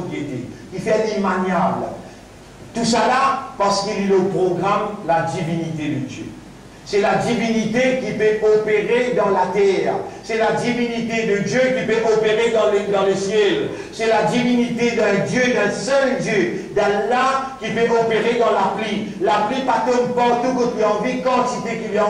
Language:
Morisyen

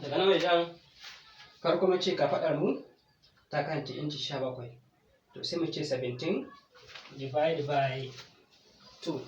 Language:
Hausa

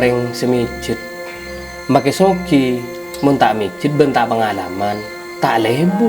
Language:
Madurese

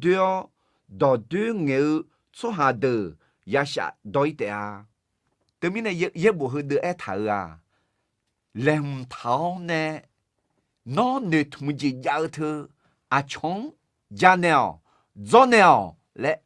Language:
Akha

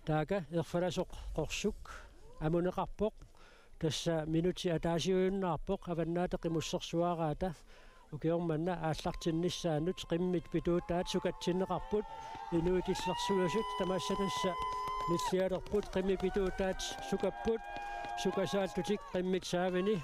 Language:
Kalaallisut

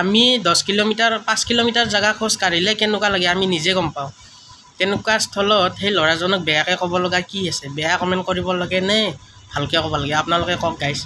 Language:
Assamese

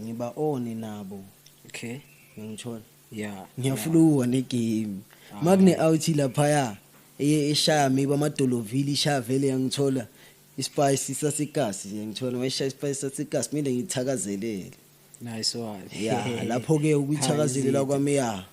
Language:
Zulu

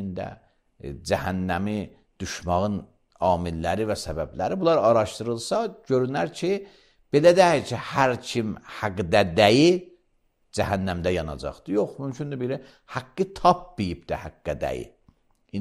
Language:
Azerbaijani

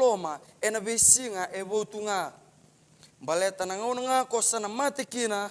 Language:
Fijian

